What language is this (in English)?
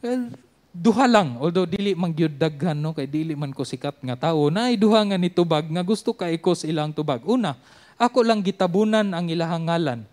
Cebuano